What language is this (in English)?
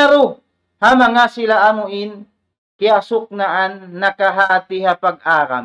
Tausug